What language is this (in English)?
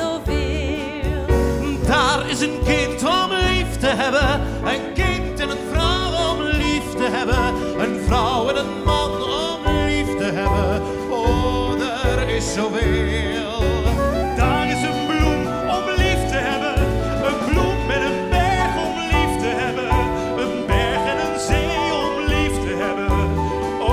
Dutch